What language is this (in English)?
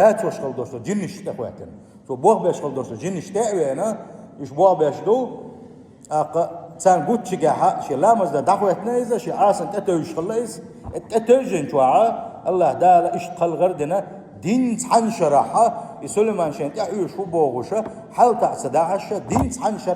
Chechen